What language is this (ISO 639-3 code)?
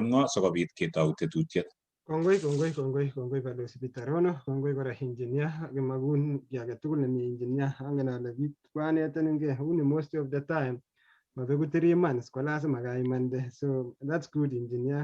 kln